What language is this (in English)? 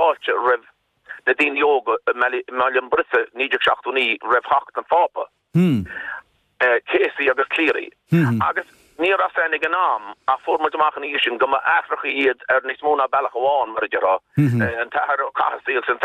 Irish